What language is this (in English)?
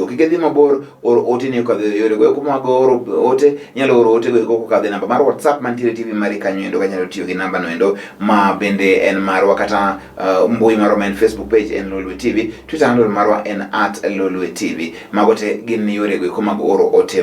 Luo (Kenya and Tanzania)